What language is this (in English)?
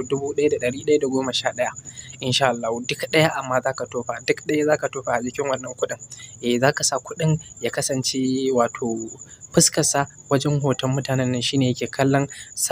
Hausa